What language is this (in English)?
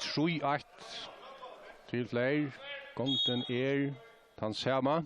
Faroese